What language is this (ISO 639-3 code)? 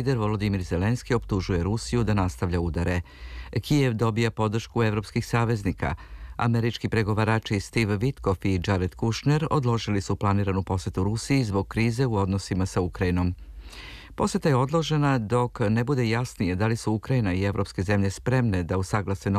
srp